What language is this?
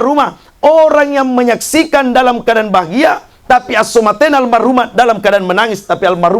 Buginese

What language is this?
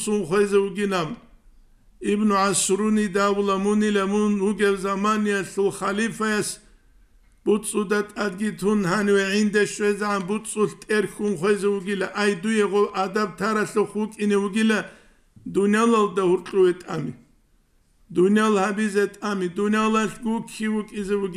Avaric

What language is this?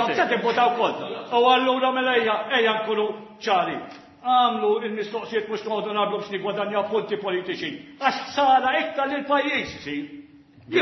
Maltese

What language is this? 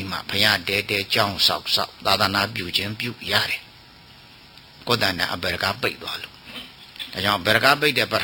Burmese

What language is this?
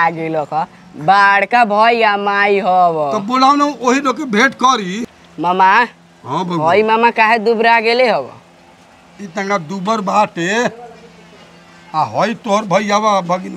Bhojpuri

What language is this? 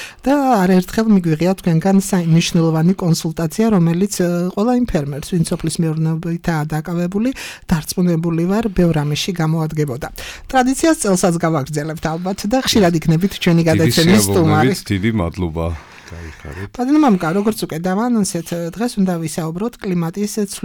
Georgian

